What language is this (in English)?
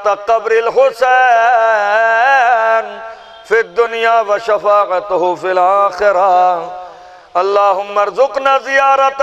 Kashmiri